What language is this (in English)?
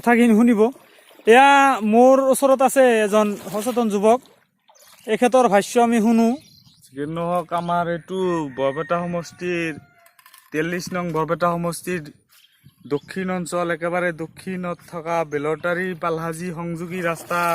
Assamese